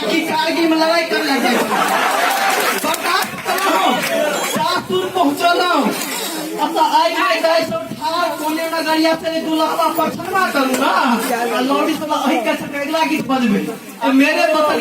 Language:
Maithili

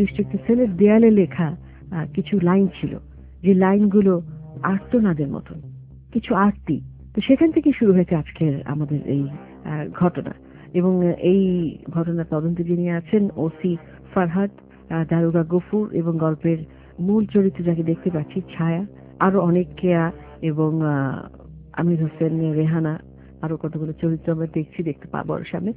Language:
Bangla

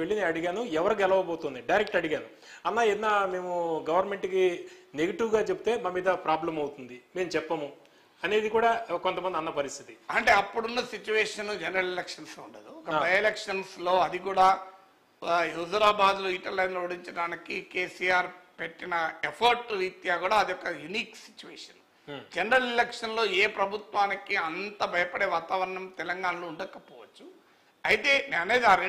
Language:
Telugu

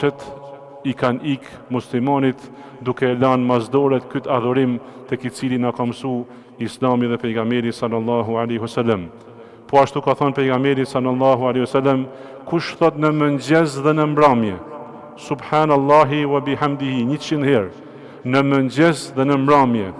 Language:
Albanian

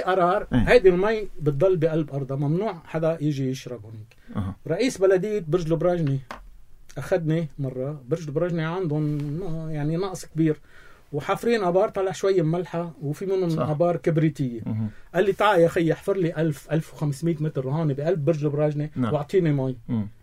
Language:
North Levantine Arabic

